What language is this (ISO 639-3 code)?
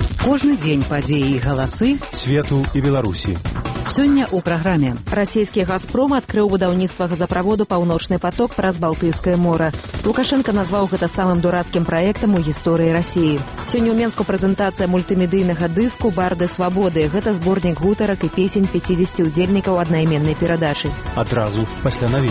bel